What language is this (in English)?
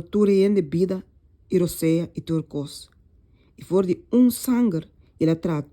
Papiamento